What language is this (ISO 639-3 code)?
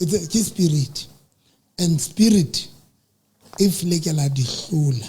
sot